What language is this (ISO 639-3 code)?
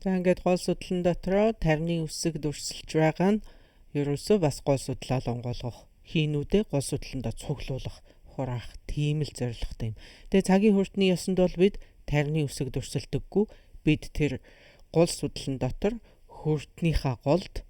mon